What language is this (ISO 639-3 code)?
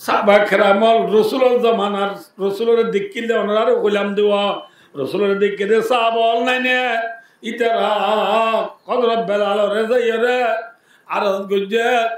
rhg